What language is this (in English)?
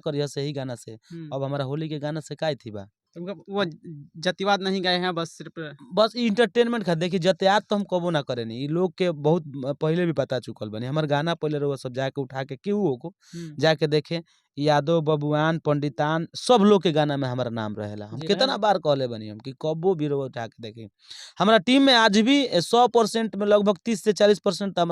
Bhojpuri